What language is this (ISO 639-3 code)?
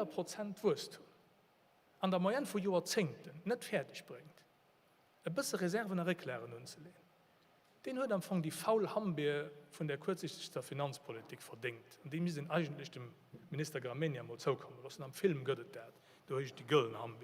ltz